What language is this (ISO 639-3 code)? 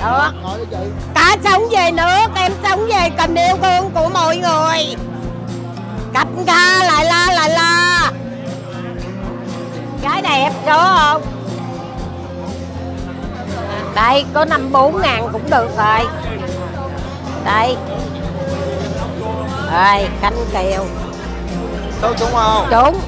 vie